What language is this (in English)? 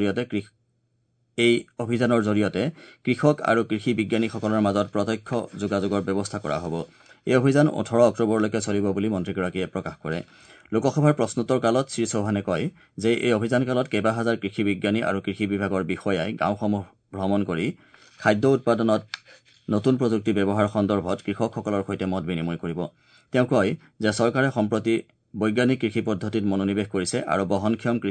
Assamese